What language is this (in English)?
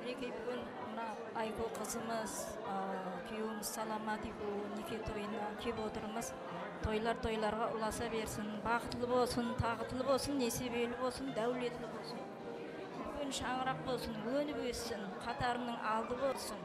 Kara-Kalpak